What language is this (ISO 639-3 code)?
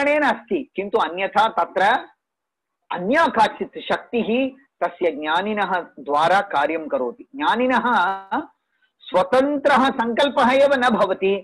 san